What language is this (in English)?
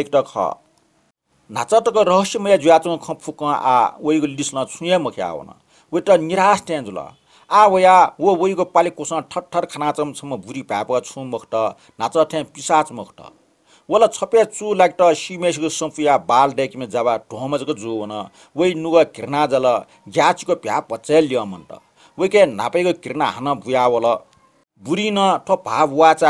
Newari